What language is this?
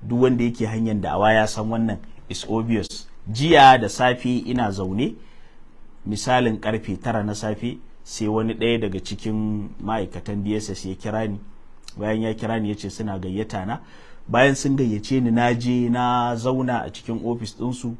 Hausa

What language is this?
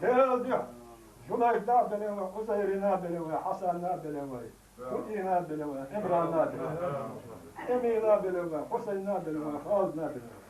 Chechen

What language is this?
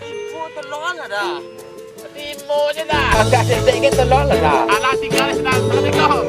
Minangkabau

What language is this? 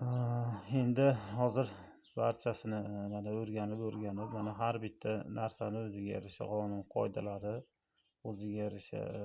Uzbek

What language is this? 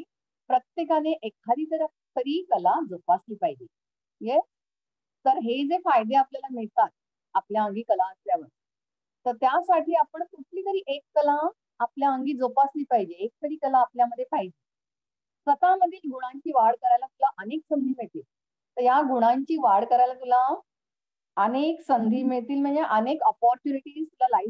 Marathi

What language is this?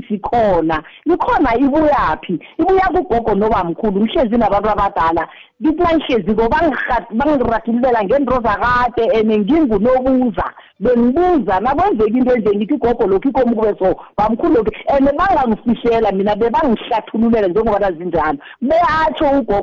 South Ndebele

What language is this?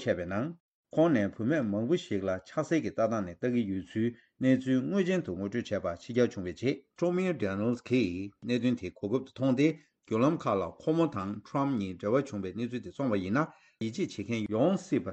Tibetan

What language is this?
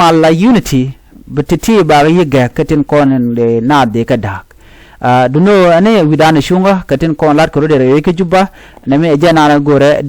Nuer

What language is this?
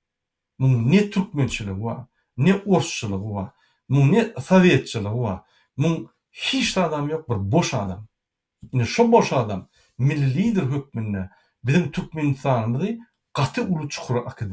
Turkmen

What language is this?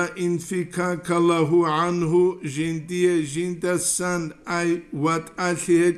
Avaric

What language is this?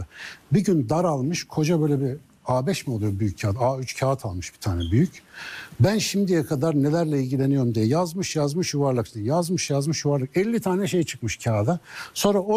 Turkish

